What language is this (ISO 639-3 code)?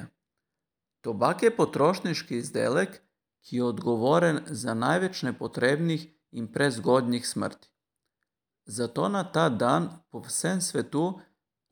slv